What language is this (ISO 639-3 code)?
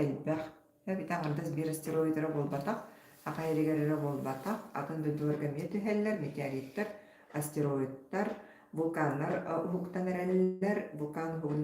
sah